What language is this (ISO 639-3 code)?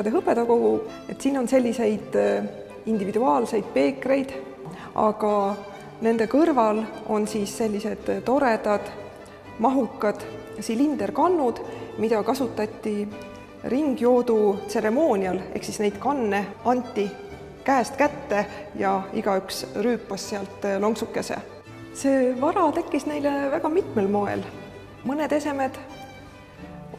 est